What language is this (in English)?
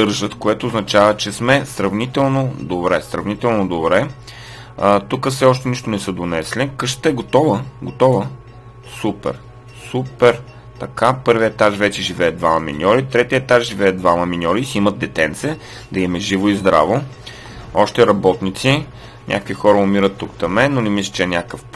Bulgarian